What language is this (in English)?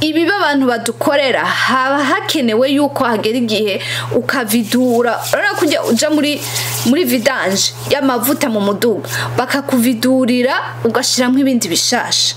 Rundi